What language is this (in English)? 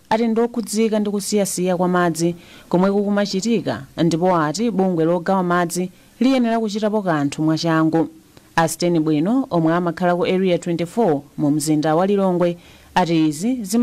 Nyanja